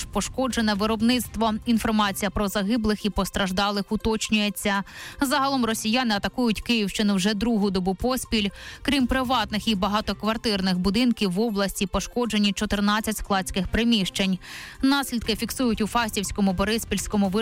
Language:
Ukrainian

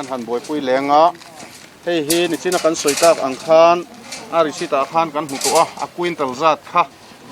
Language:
Mizo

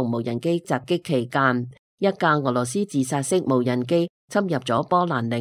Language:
Cantonese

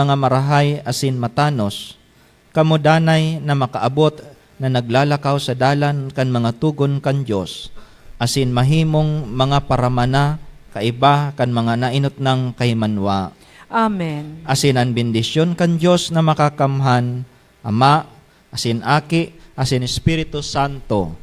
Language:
Bikol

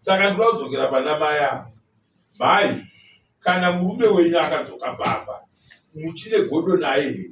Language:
Shona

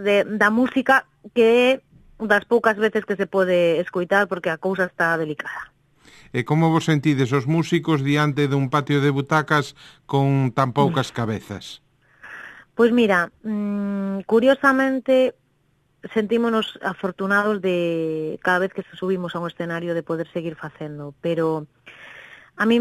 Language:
Galician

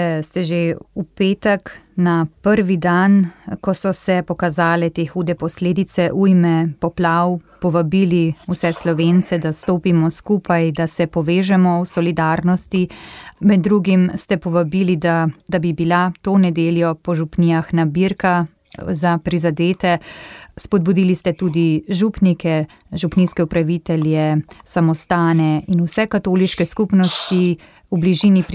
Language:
Slovenian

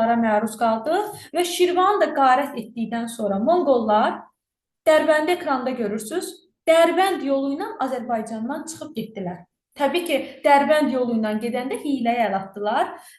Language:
Azerbaijani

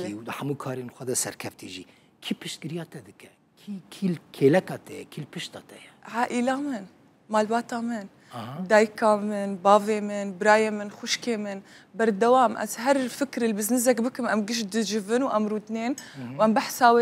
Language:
Kurdish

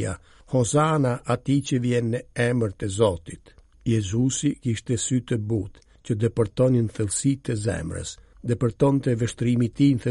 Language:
Albanian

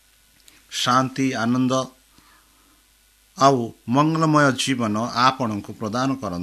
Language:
Odia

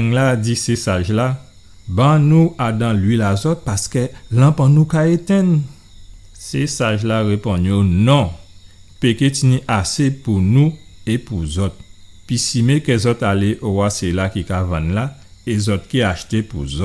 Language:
Guadeloupean Creole French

